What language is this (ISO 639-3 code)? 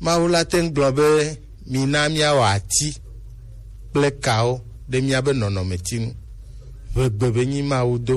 gej